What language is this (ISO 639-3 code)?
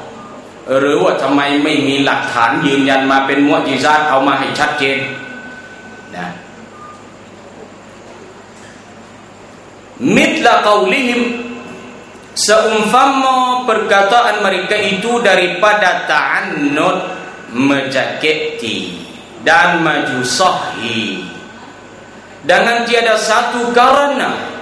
tha